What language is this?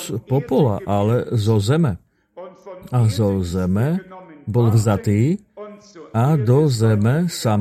Slovak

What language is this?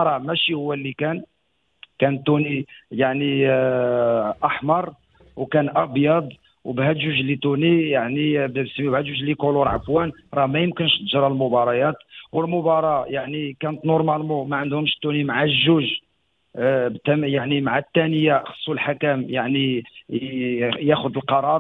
Moroccan Arabic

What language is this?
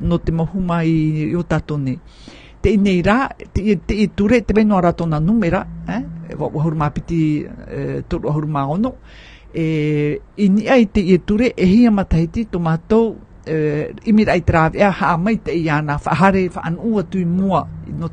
Tahitian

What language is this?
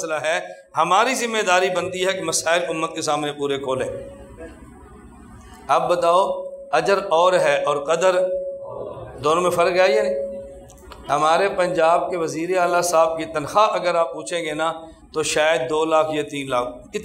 Urdu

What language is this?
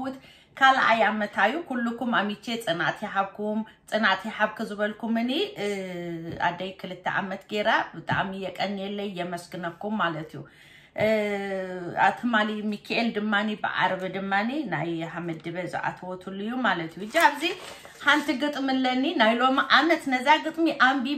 Tigrinya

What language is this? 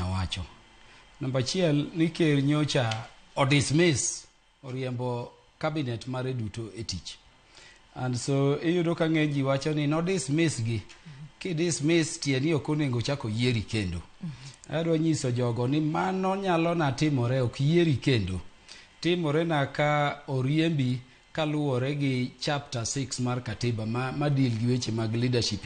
Luo (Kenya and Tanzania)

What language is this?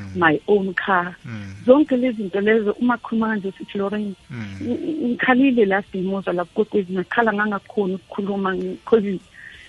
South Ndebele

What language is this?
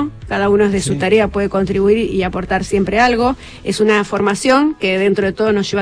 Spanish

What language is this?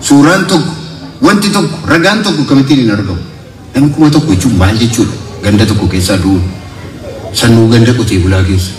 Oromo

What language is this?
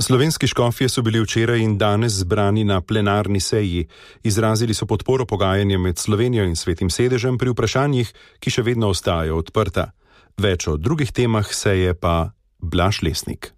Slovenian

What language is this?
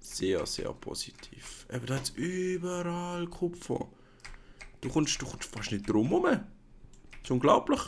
Swiss German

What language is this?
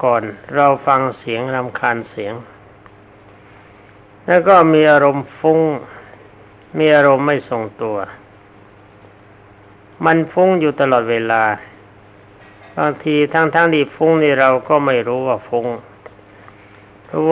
Thai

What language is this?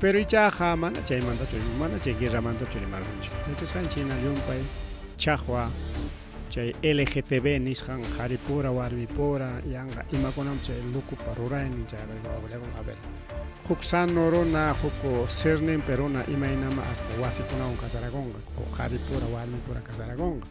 Ayacucho Quechua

